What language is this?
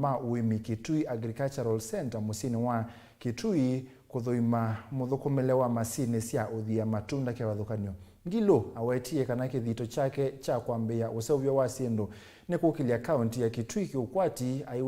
Kamba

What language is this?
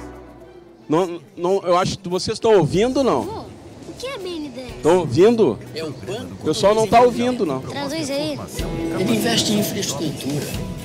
Portuguese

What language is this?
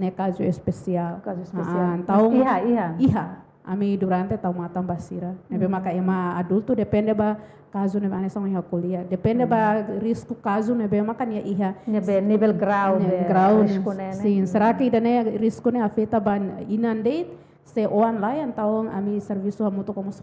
Tetum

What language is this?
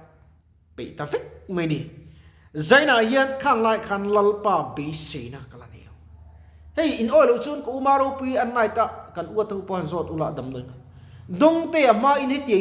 Mizo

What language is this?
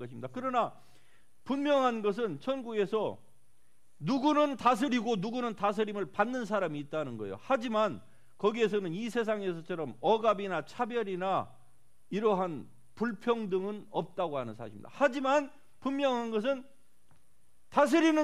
Korean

